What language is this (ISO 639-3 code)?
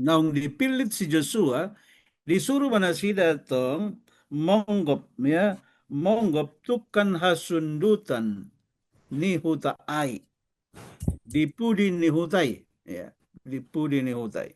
bbc